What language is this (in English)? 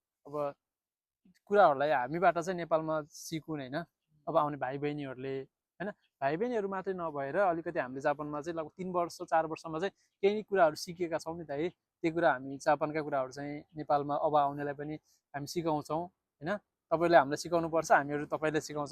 Nepali